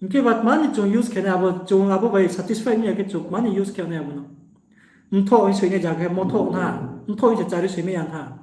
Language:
Riang (India)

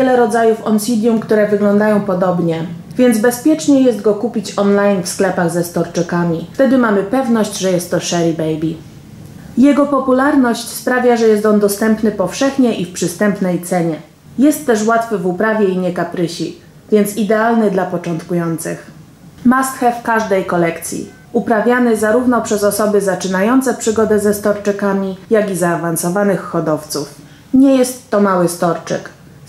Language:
Polish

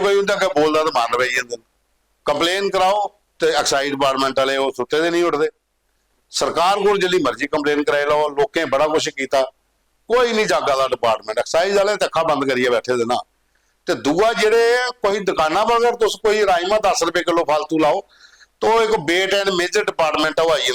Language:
Dogri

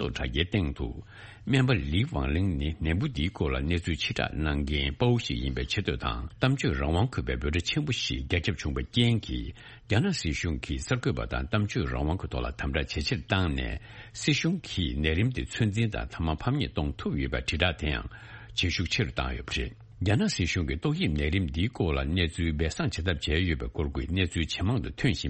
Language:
Tibetan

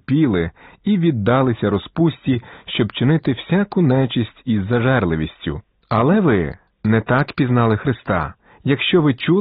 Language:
Ukrainian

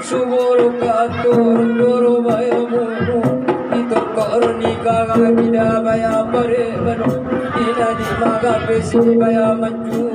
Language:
Batak Angkola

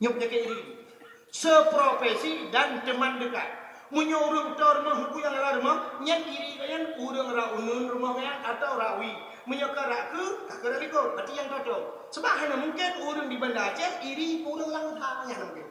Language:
Achinese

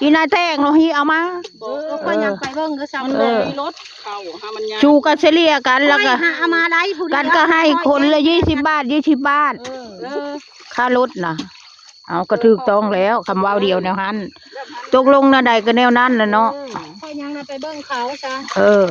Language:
Northeastern Thai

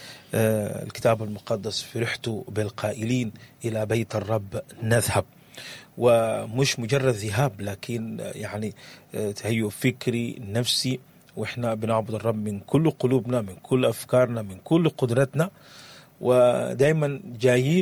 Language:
Sudanese Arabic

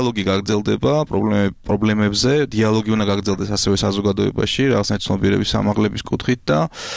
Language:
Georgian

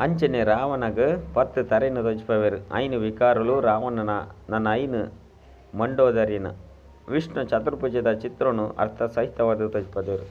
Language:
Tulu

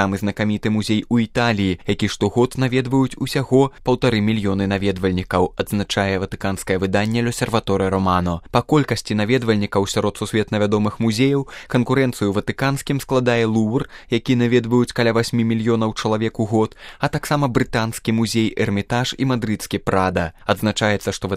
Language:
Belarusian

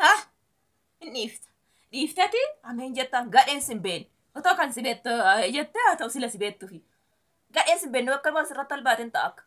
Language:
Oromo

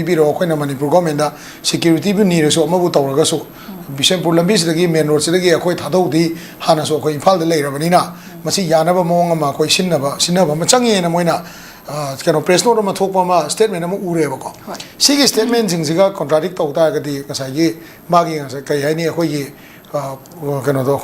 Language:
Manipuri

